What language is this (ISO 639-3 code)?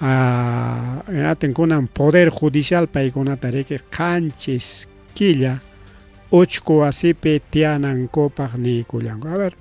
quy